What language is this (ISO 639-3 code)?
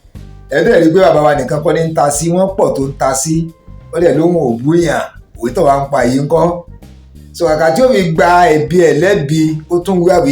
yor